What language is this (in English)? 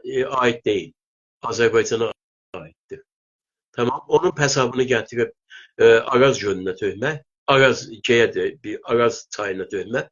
South Azerbaijani